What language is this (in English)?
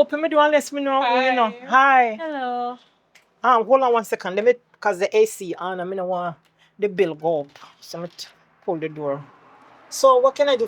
Jamaican Creole English